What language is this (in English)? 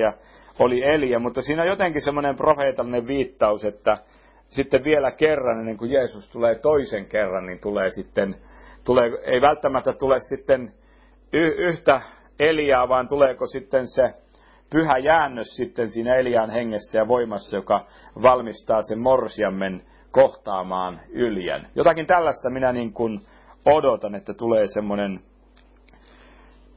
Finnish